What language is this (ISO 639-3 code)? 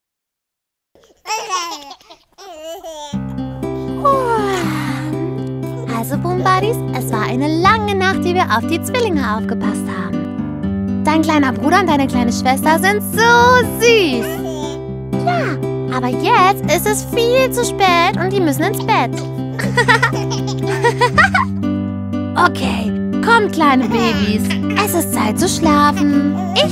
deu